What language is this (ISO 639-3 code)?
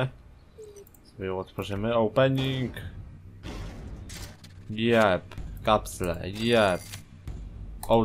pol